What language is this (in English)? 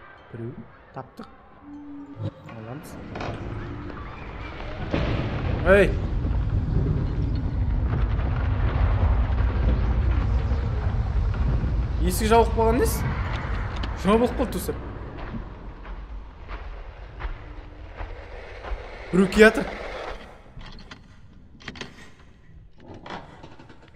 Kazakh